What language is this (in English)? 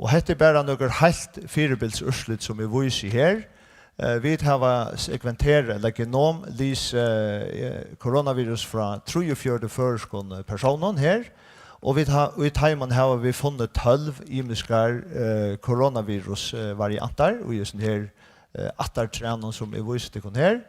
Faroese